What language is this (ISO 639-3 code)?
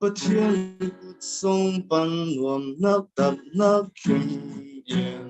cfm